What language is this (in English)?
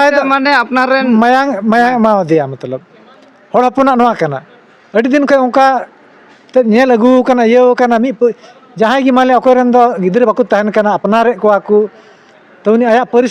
Santali